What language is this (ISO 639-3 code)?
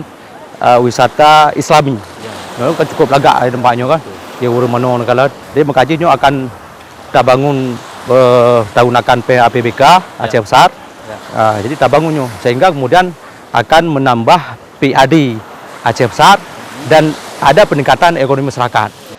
ace